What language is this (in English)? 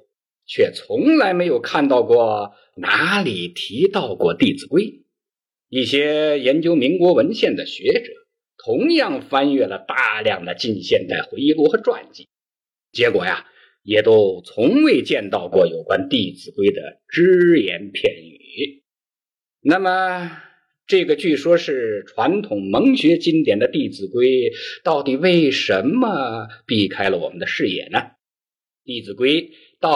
Chinese